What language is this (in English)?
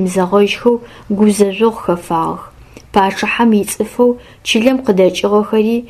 Adyghe